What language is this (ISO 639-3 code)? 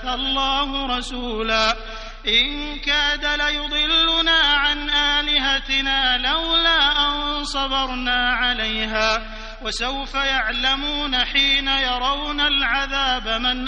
ara